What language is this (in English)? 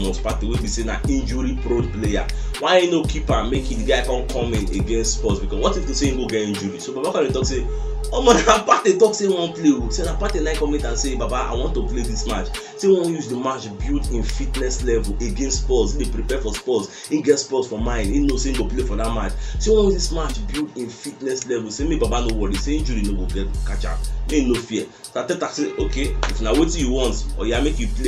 Nigerian Pidgin